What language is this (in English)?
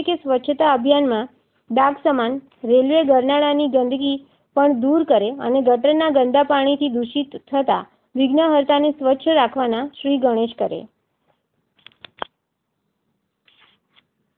Gujarati